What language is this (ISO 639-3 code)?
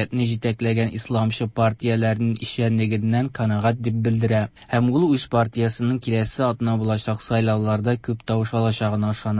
tat